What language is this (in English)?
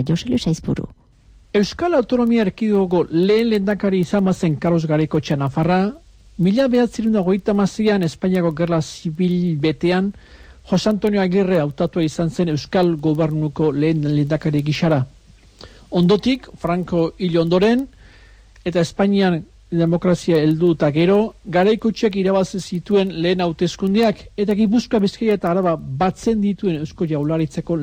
Basque